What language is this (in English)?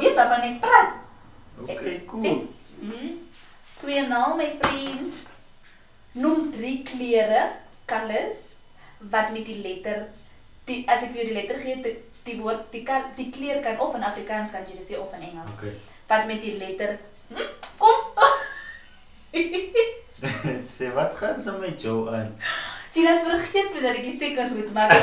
Afrikaans